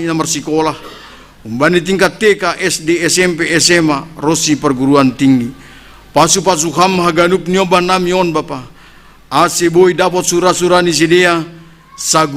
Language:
Batak Simalungun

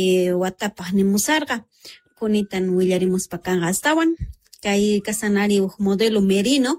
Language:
South Bolivian Quechua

